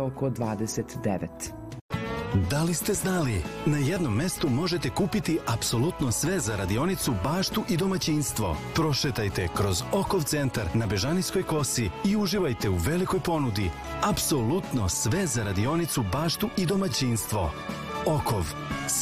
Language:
Serbian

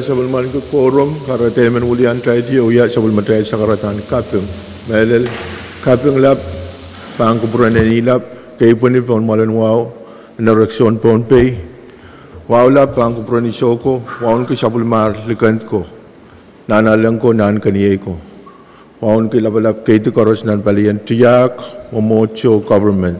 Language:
Pohnpeian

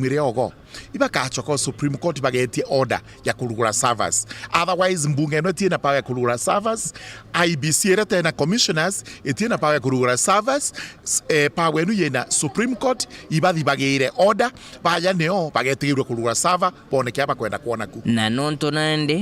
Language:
Meru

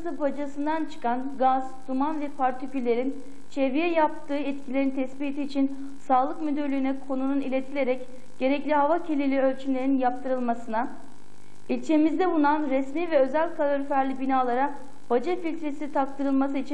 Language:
Turkish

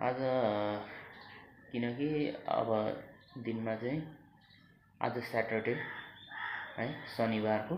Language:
Nepali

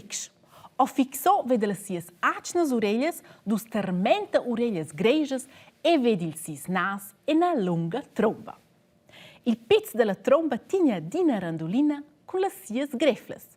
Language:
Romansh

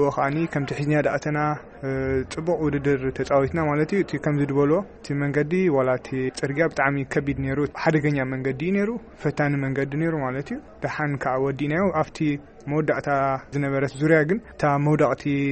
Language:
Tigrinya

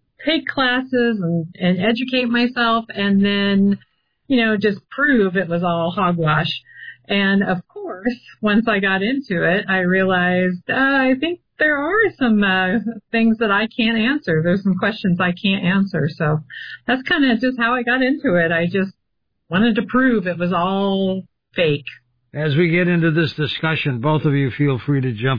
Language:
English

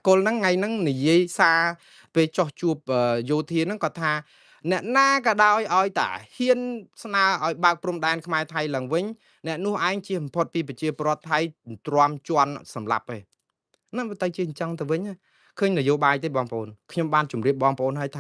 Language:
Khmer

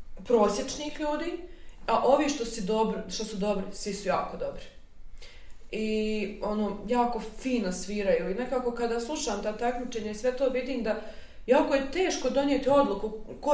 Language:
Bosnian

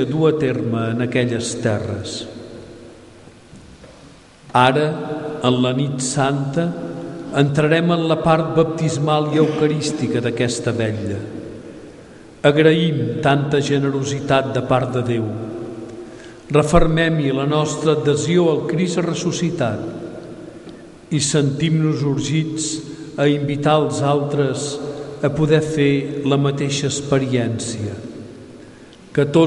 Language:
Catalan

